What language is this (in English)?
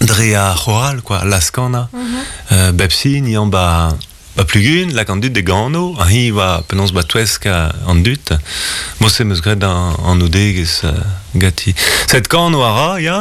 Breton